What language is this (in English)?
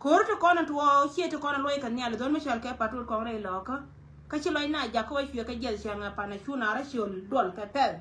Nuer